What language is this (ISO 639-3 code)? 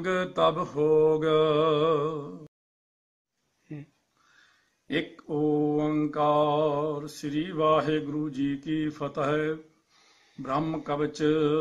pan